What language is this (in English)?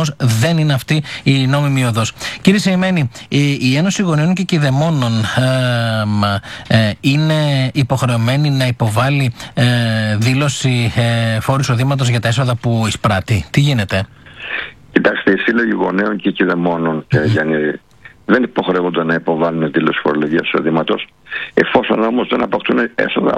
Greek